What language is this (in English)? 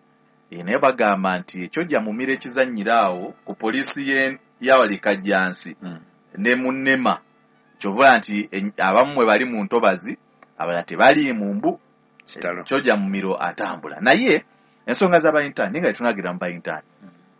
Ganda